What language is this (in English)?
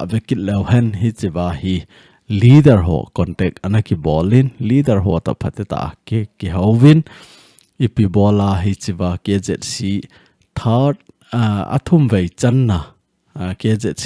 Thado Chin